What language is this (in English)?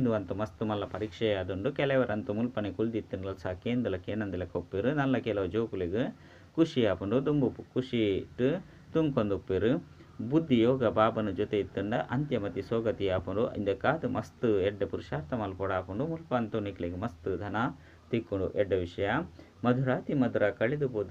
Tulu